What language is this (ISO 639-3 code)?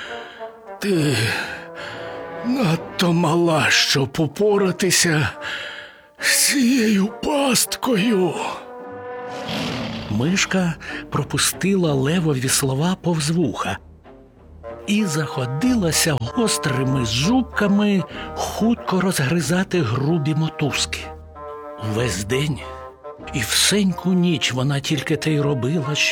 ukr